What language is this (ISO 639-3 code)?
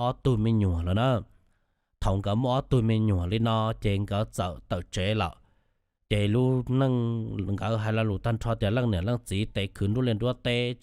hmn